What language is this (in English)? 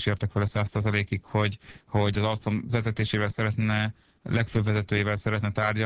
Hungarian